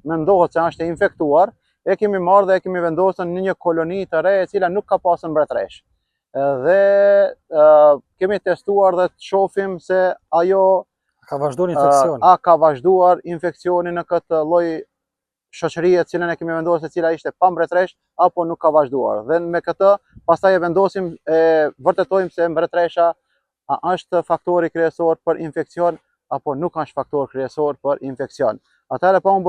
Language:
Albanian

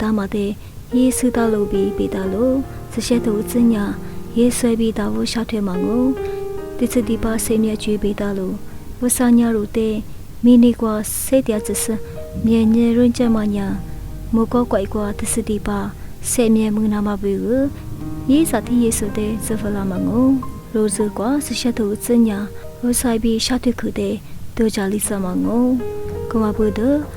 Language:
Lisu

